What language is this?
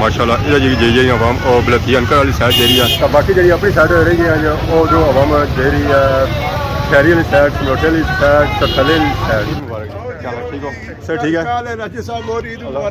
Pahari-Potwari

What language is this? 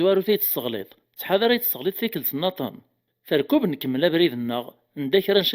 Kabyle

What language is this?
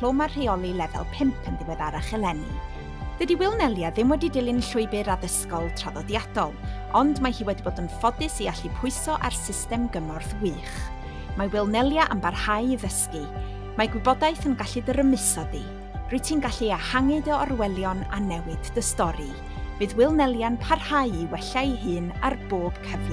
Welsh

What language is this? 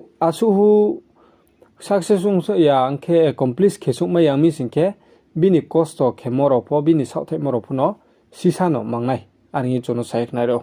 Riang (India)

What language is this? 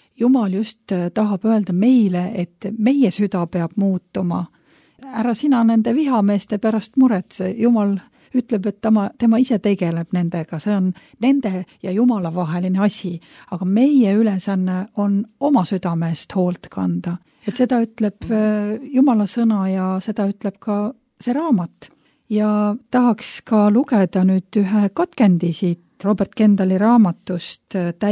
Estonian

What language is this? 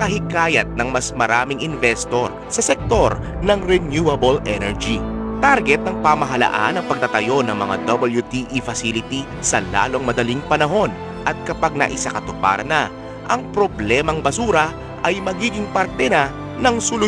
Filipino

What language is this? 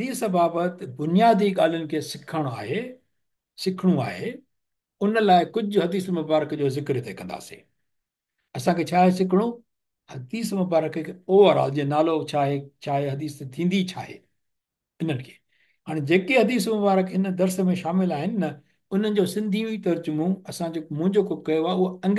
Sindhi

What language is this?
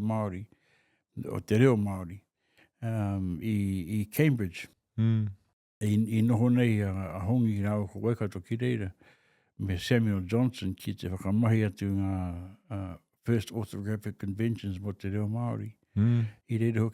Māori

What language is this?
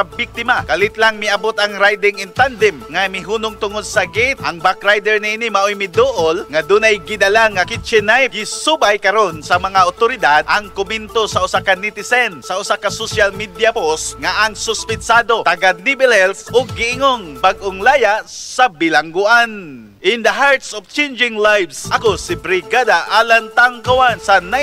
Cebuano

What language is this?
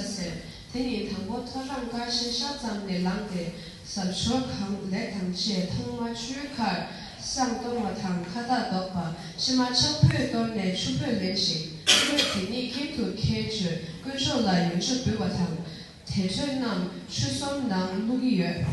Tibetan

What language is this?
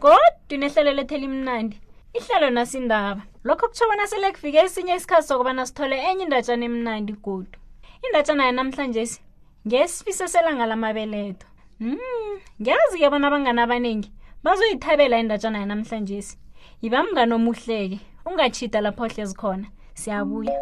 South Ndebele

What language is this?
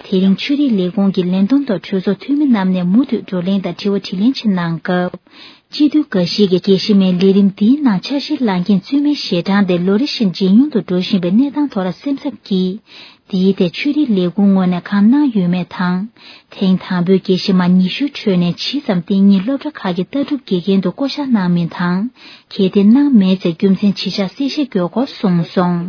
Tibetan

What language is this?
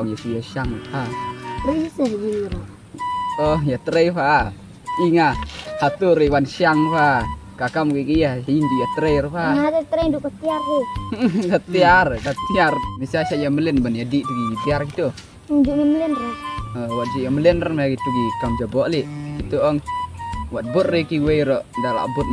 Khasi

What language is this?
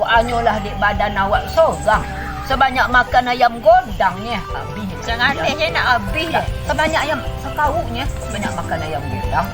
Minangkabau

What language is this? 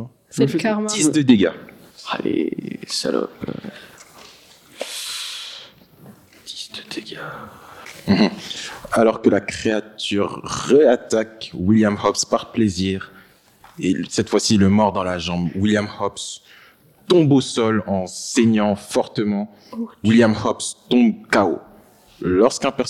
French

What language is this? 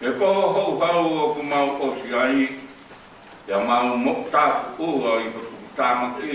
Tongan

